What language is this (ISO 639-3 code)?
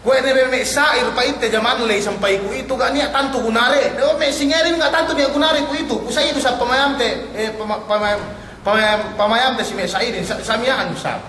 yka